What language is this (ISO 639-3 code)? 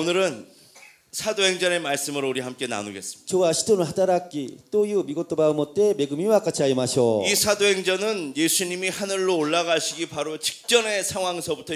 kor